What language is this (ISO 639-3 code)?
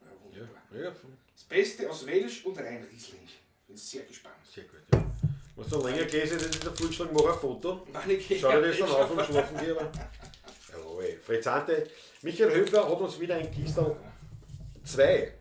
bar